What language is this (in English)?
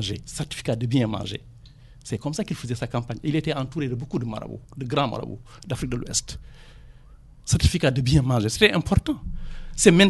French